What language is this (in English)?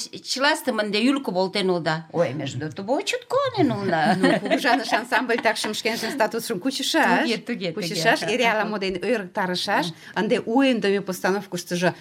Mari